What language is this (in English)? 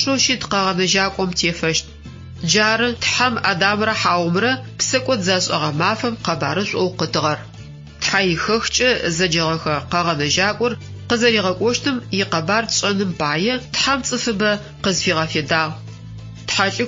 Adyghe